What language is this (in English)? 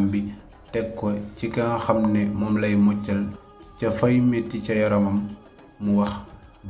Wolof